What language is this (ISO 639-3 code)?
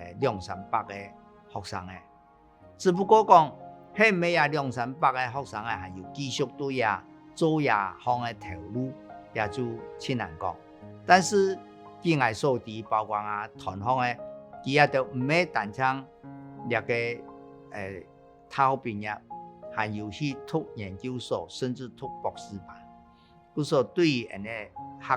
hak